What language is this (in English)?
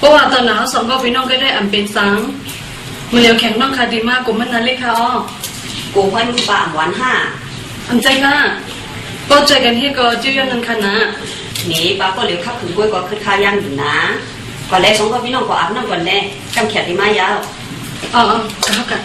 Shan